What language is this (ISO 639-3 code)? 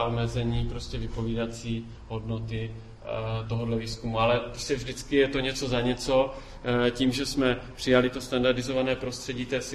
ces